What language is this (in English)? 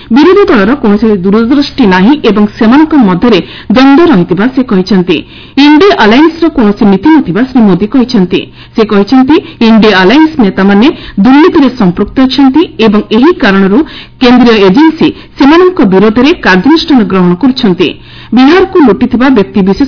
Odia